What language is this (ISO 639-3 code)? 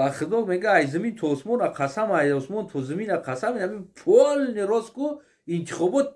tgk